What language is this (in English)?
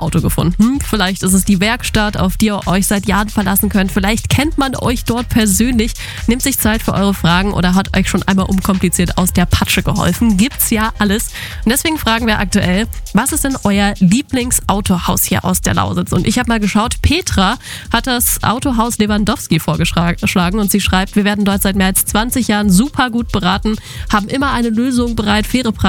German